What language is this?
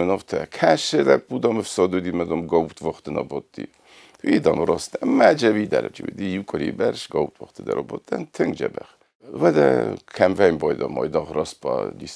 Ossetic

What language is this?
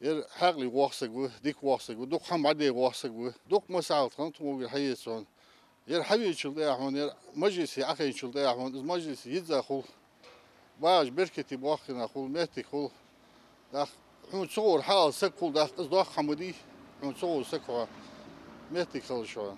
Ingush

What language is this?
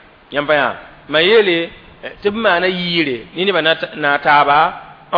Mossi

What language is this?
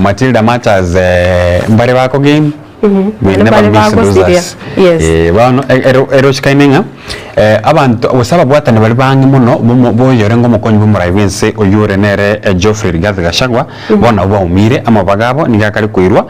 Gusii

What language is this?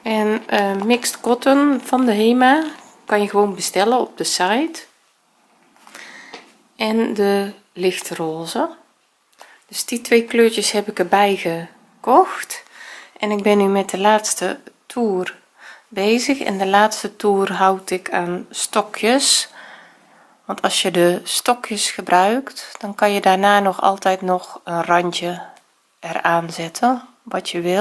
Dutch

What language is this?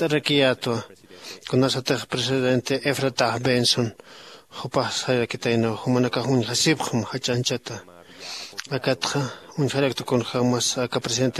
Aymara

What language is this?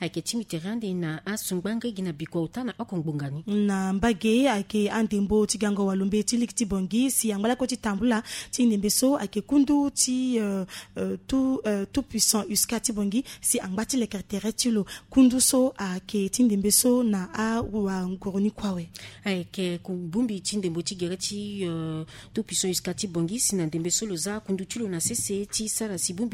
Sango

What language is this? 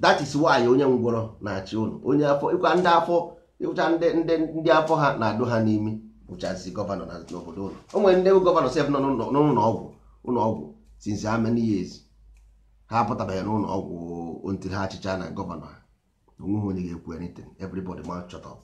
Igbo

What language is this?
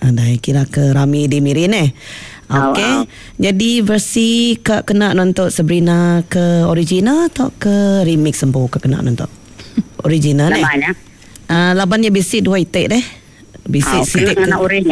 Iban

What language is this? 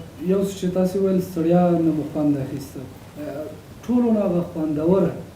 Pashto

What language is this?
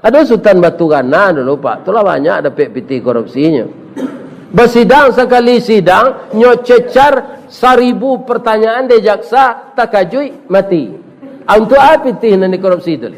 Minangkabau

